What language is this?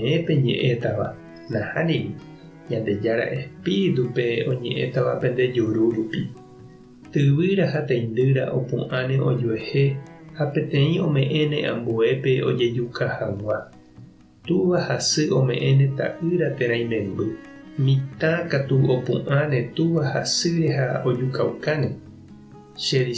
Guarani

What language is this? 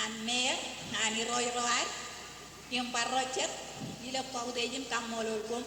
Marshallese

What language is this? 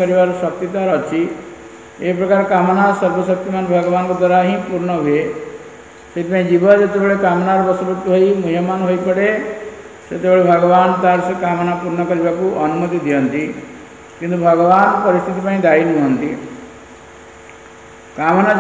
Odia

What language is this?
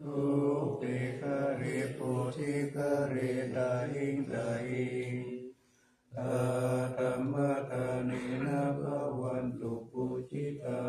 Pali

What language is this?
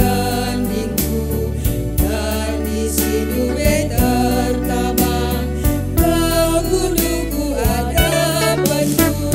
Batak Karo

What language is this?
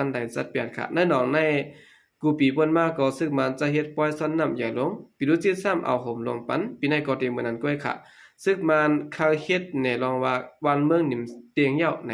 Shan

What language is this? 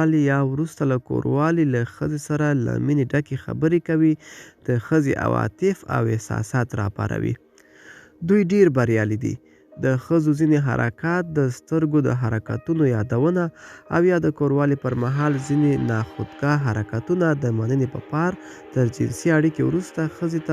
Pashto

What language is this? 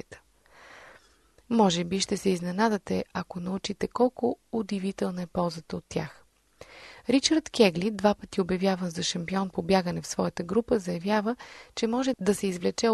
Bulgarian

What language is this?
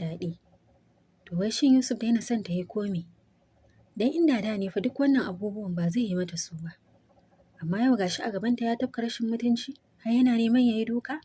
Hausa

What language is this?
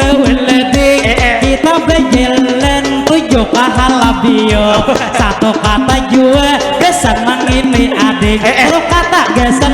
Banjar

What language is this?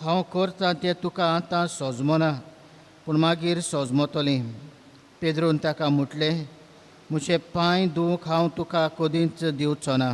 Konkani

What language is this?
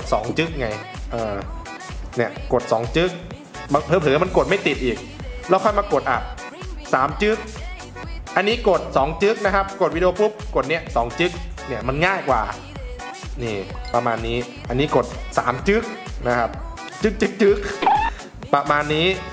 Thai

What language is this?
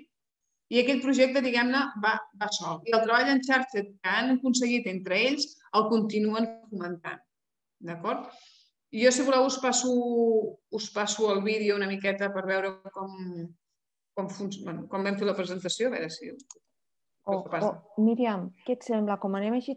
Catalan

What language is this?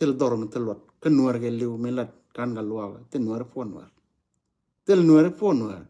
Nuer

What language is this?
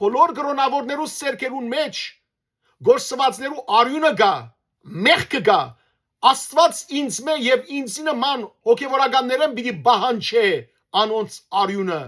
Western Armenian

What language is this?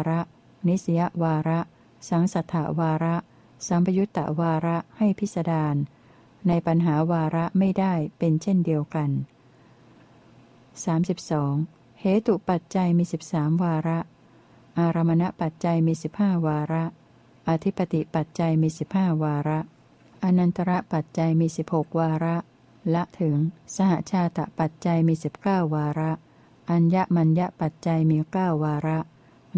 Thai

